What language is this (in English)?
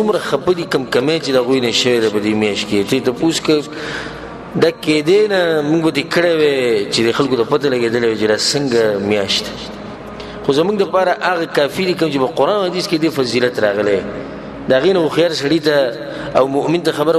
Pashto